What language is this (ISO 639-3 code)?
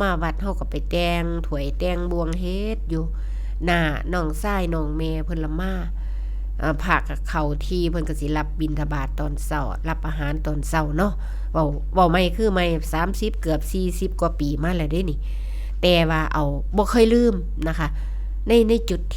tts